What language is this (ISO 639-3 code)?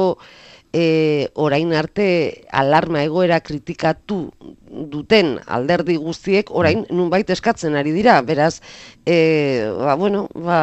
eus